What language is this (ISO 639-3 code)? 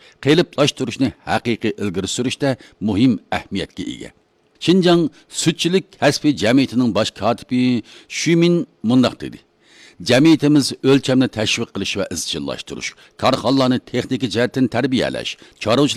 uig